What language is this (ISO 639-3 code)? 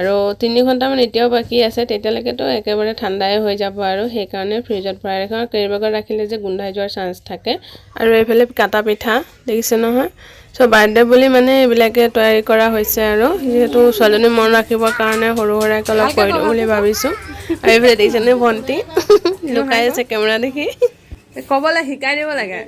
asm